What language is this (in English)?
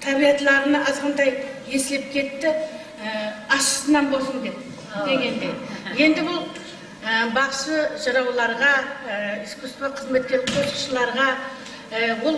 Kara-Kalpak